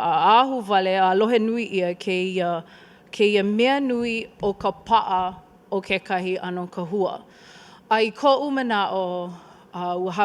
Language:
Hawaiian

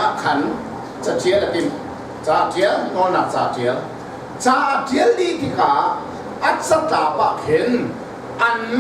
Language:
Hakha Chin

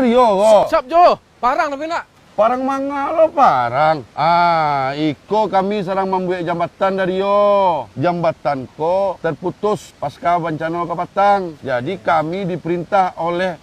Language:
Minangkabau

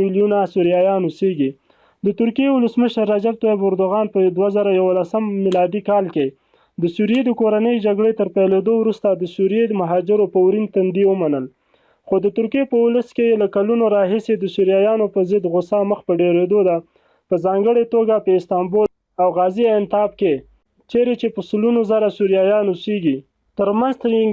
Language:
Pashto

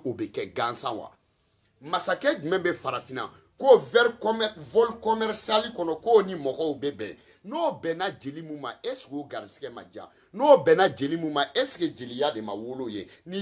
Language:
Bambara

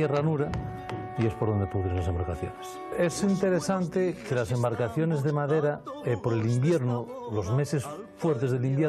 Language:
Spanish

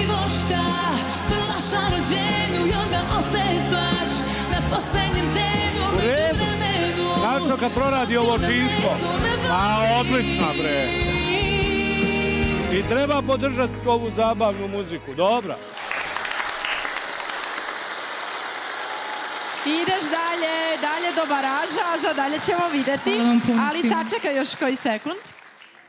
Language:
Serbian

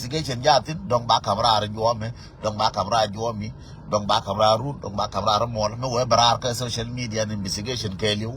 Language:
Nuer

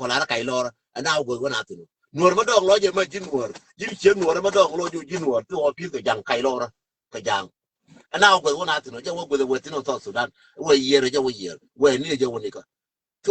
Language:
Nuer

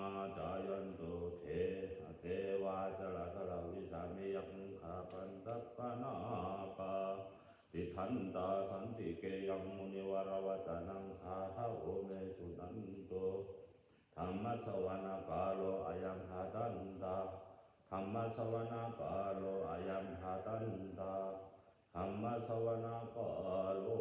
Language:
Pali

